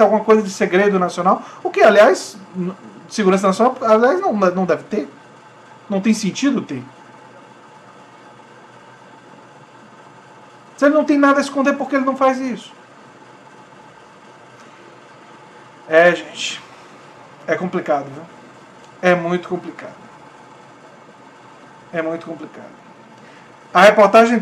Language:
Portuguese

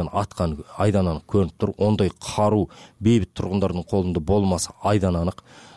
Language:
Kyrgyz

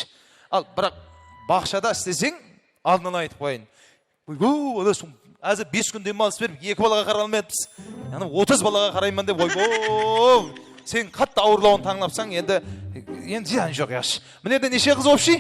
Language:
Kara-Kalpak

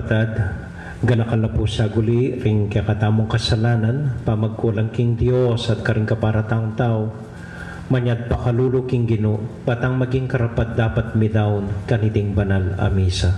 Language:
Pampanga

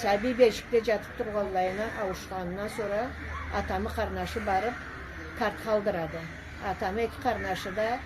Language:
Karachay-Balkar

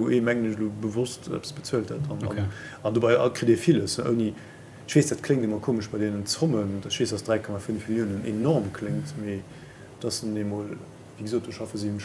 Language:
Luxembourgish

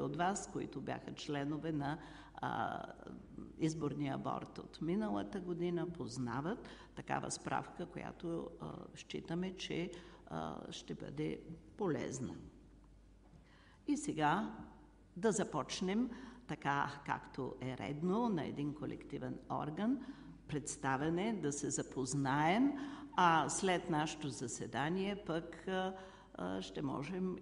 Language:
Bulgarian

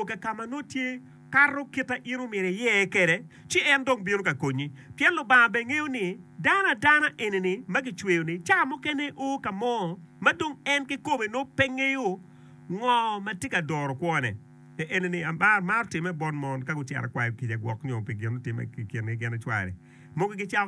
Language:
Acoli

